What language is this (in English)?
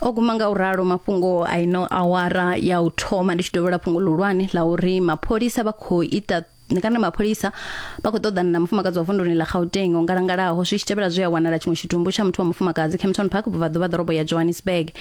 Venda